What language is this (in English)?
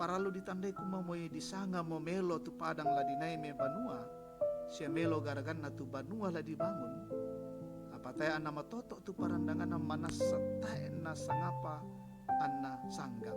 Toraja-Sa'dan